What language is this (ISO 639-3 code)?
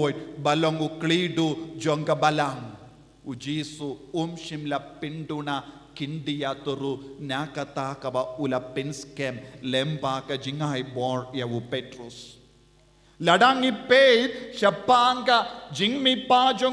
kha